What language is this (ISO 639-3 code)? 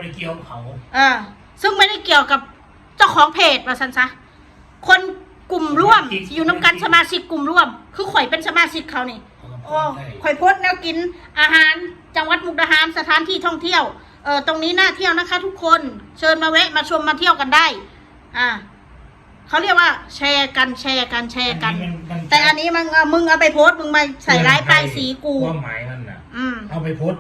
tts